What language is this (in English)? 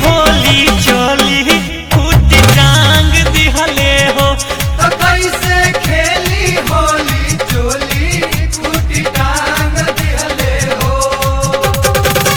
Bhojpuri